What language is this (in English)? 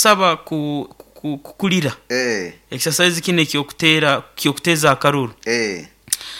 Nyoro